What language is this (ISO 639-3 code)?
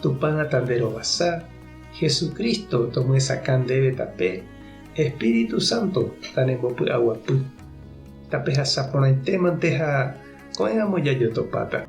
grn